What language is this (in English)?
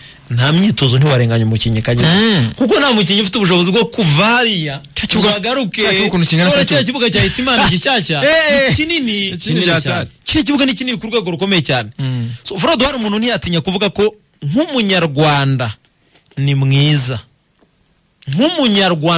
Kinyarwanda